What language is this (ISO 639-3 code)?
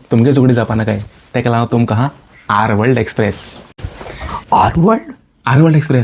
kok